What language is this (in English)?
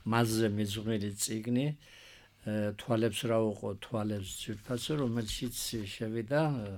Georgian